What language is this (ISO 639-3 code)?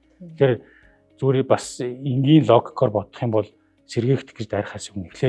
mon